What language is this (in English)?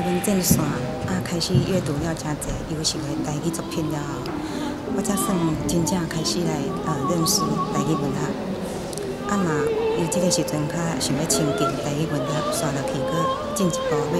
Min Nan Chinese